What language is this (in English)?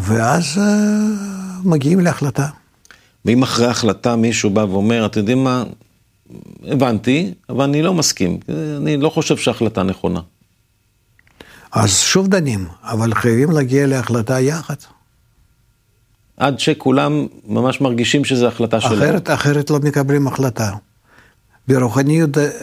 Hebrew